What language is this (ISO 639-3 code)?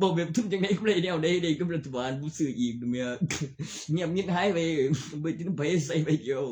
tts